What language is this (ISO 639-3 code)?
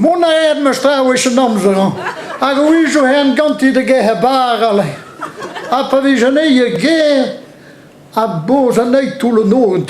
bre